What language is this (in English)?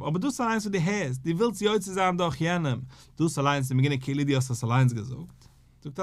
Yiddish